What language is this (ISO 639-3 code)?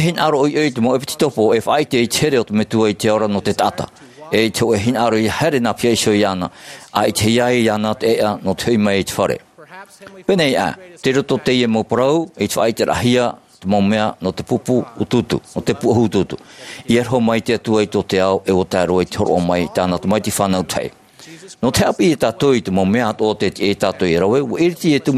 tah